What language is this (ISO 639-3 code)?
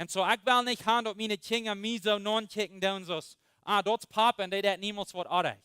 pdt